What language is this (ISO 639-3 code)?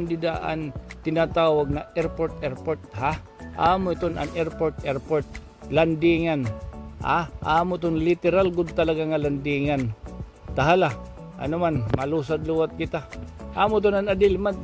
war